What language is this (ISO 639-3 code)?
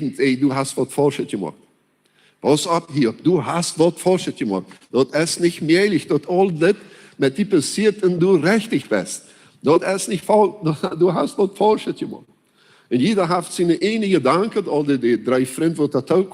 pdt